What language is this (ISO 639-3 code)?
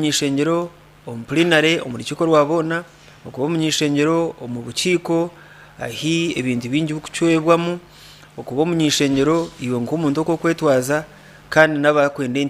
nyn